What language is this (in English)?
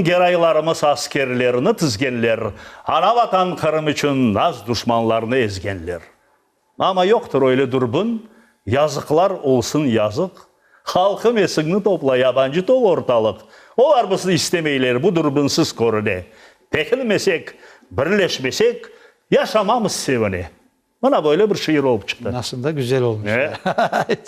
Crimean Tatar